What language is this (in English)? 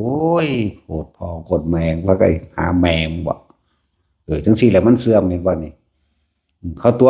Northeastern Thai